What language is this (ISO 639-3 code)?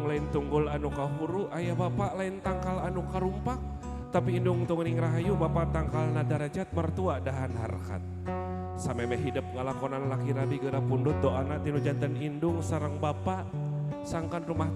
sun